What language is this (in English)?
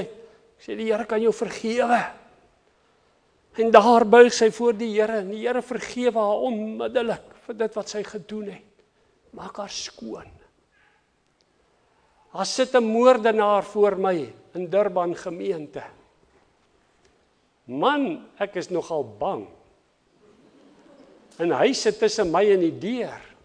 Afrikaans